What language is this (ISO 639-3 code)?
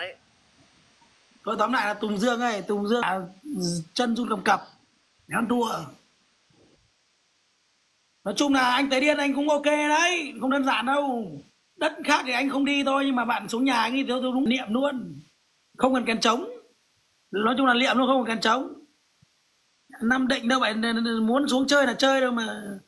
vie